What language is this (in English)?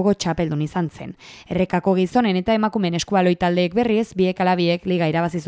Basque